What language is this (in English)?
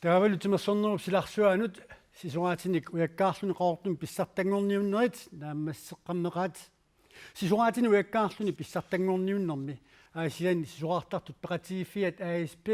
Kalaallisut